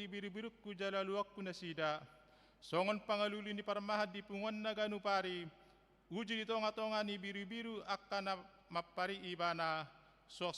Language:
Batak Toba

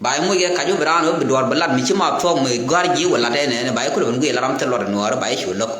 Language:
Nuer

